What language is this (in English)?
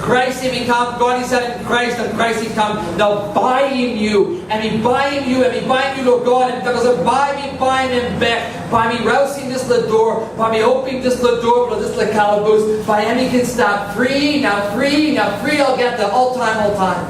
Tok Pisin